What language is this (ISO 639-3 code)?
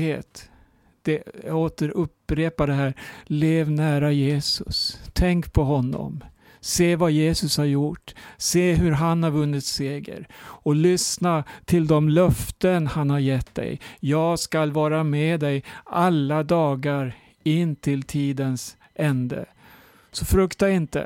swe